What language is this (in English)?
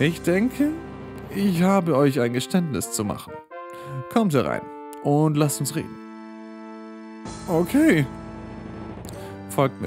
German